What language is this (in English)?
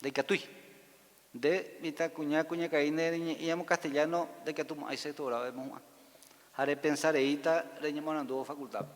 Guarani